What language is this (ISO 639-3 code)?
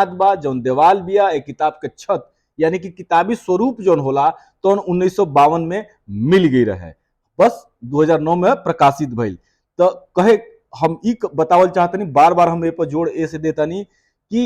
bho